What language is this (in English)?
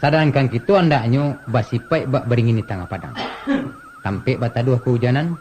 Minangkabau